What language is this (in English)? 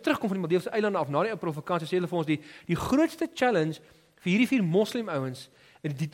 Afrikaans